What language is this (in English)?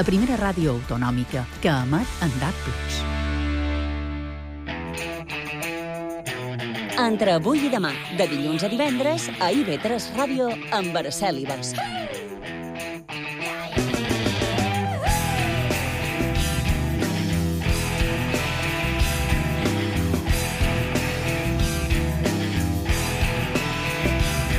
Catalan